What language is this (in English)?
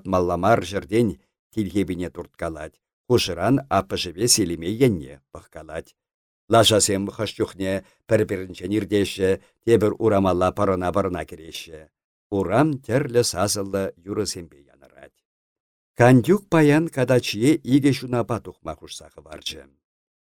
Chuvash